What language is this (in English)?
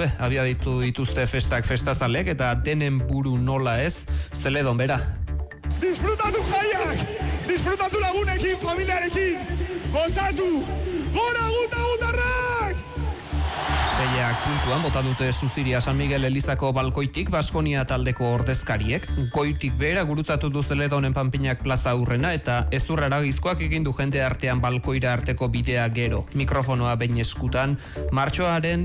Basque